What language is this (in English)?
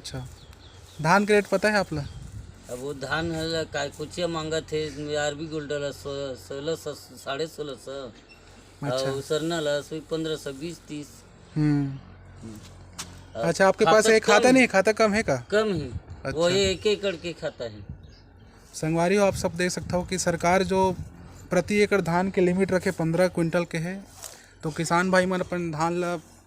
Chhattisgarhi